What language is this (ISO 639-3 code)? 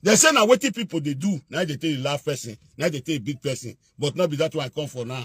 pcm